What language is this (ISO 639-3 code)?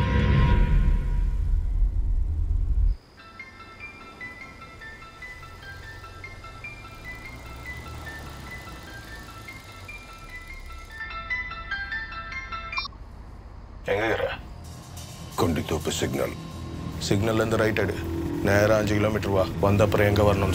tam